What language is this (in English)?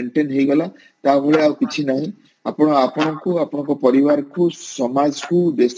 Odia